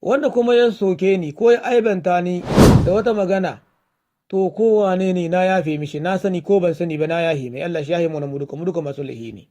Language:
Hausa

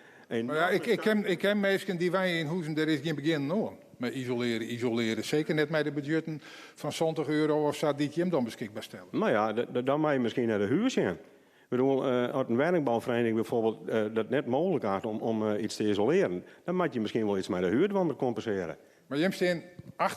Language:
Western Frisian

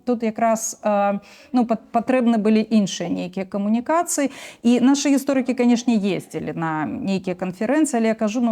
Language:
Belarusian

